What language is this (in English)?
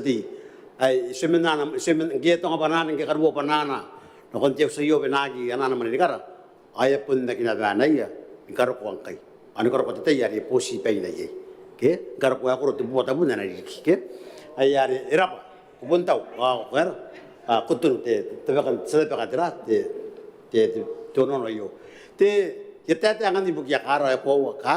Gilbertese